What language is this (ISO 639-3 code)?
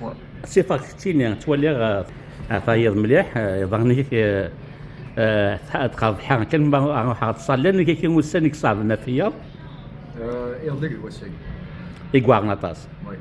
kab